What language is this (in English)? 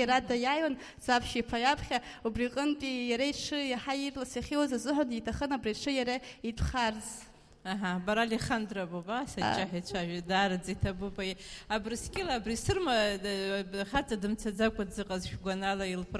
Abkhazian